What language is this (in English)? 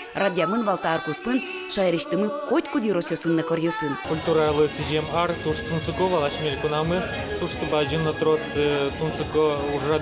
Udmurt